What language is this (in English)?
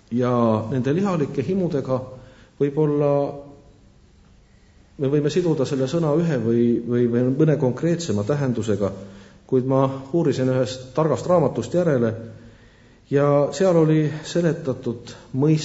Estonian